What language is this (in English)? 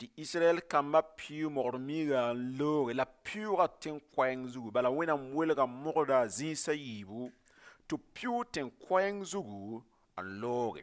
Mossi